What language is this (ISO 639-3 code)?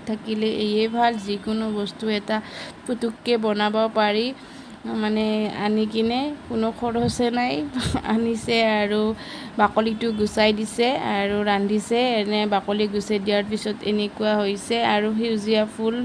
asm